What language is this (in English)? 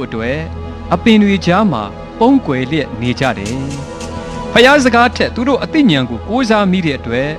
Burmese